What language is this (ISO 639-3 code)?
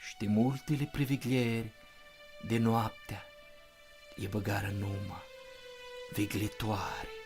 rup